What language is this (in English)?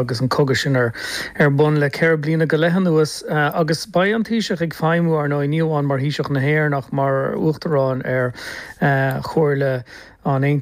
Irish